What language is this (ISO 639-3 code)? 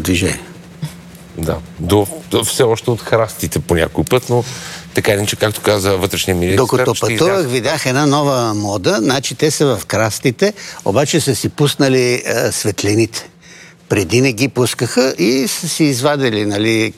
bul